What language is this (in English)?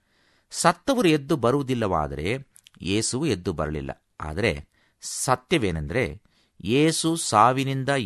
Kannada